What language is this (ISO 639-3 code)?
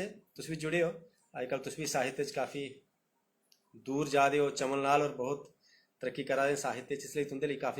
doi